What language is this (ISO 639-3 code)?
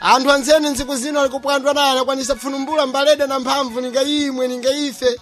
seh